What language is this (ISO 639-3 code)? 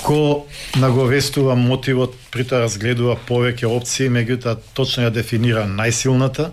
mkd